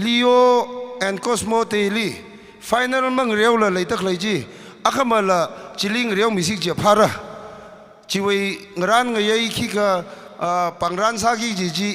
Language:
Tangkhul Naga (India)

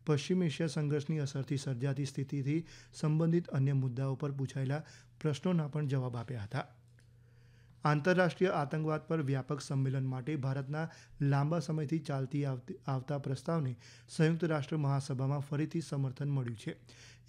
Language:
Gujarati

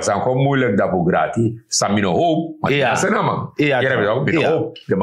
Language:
Sranan Tongo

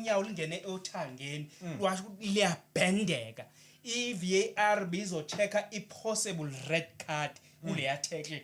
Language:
Zulu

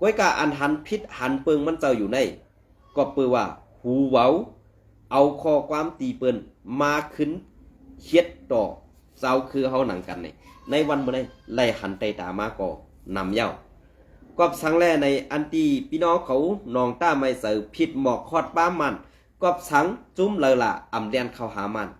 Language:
Shan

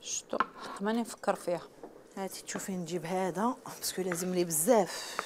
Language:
Algerian Arabic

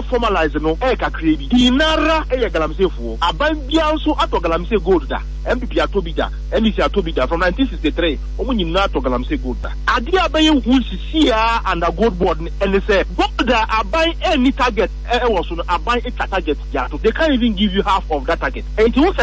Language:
Akan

